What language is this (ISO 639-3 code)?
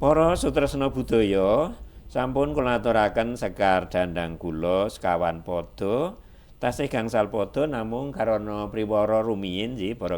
jav